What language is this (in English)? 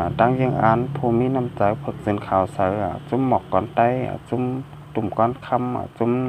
Shan